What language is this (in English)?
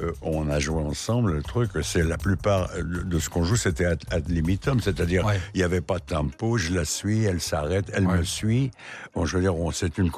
French